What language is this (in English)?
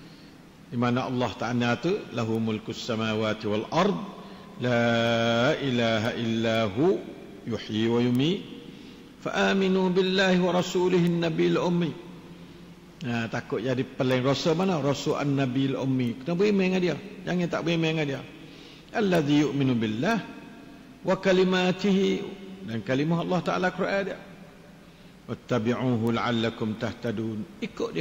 Malay